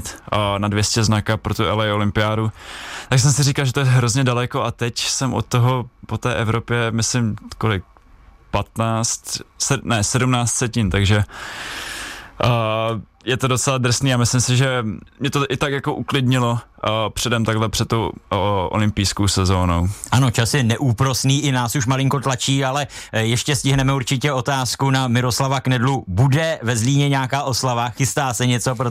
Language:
Czech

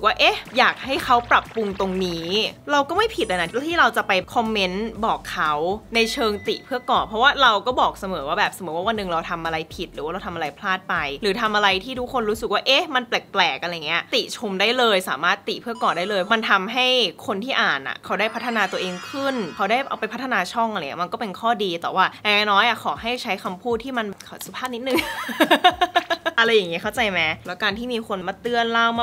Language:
Thai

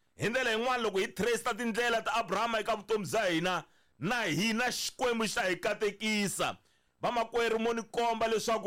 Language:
Tsonga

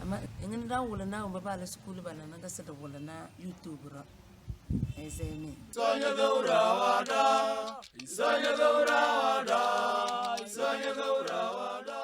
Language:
Tem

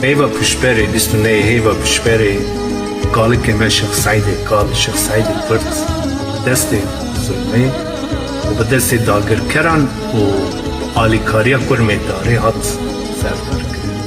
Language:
Kurdish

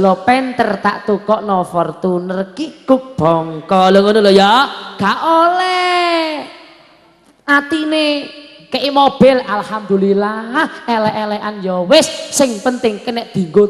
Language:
Javanese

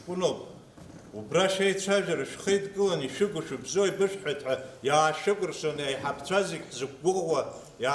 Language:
Abkhazian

